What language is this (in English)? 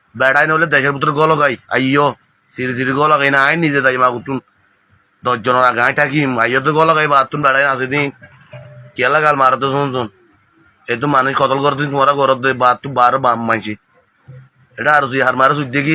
Rohingya